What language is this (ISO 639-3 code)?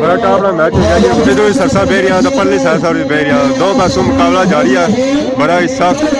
phr